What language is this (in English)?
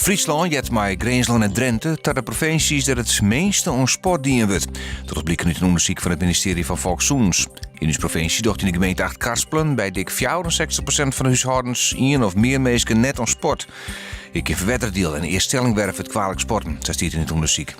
Western Frisian